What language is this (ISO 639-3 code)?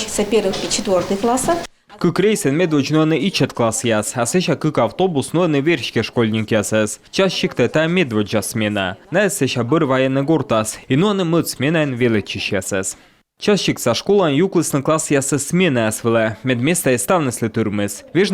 kom